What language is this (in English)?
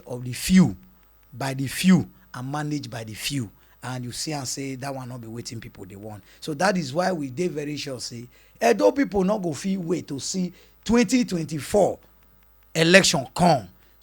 Nigerian Pidgin